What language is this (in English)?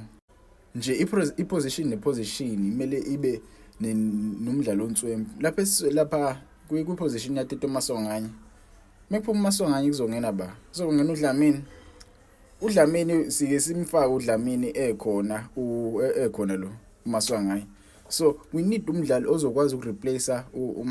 Zulu